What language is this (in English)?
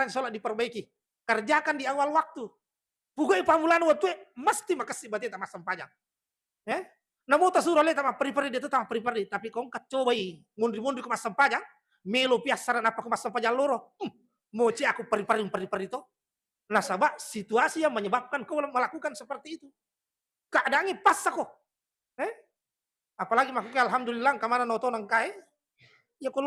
Buginese